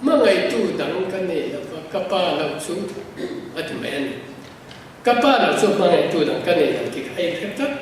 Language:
Mizo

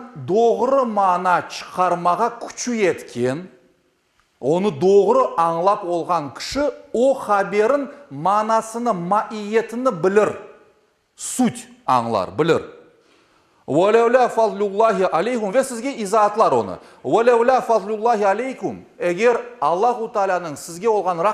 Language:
Crimean Tatar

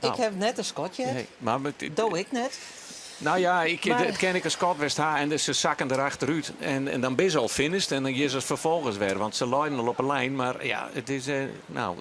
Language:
Western Frisian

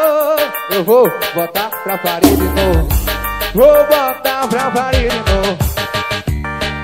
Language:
Portuguese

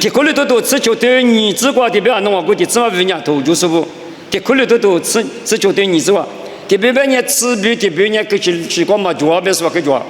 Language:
Lisu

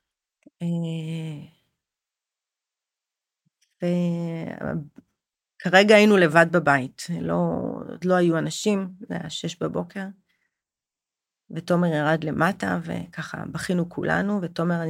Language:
Hebrew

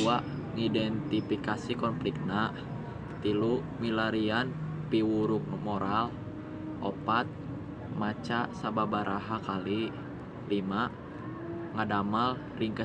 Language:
Sundanese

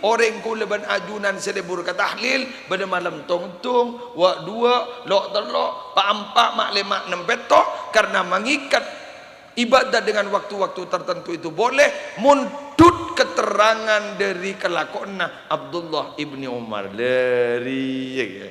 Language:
Madurese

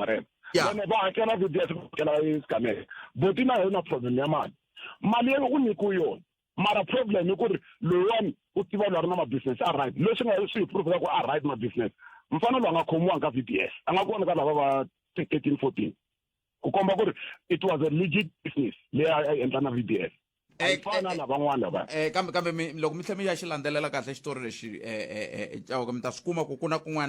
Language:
Tsonga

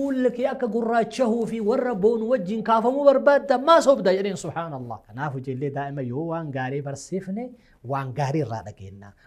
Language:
Oromo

